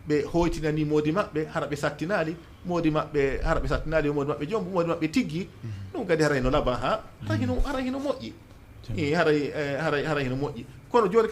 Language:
Fula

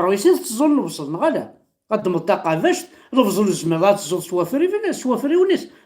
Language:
Kabyle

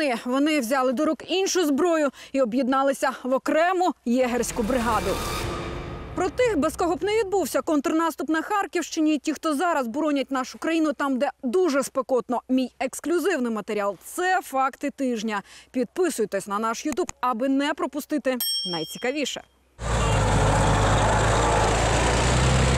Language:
Ukrainian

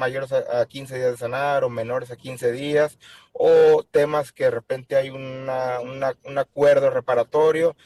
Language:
Spanish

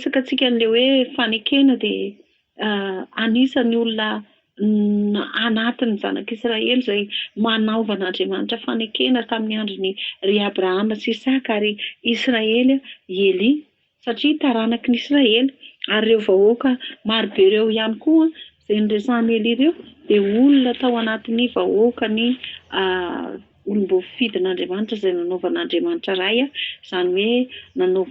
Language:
Malagasy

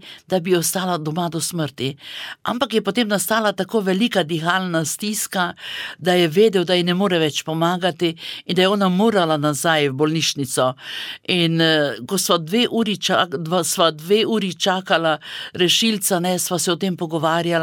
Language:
Slovenian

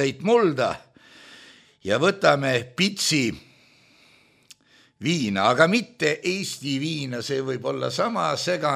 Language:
Estonian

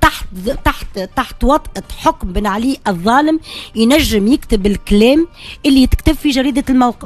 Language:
Tunisian Arabic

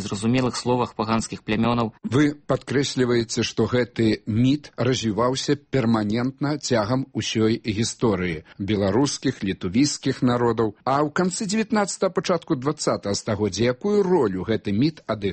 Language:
Belarusian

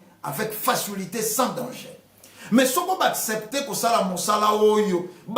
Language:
Lingala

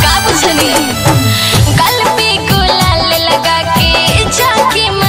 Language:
Bhojpuri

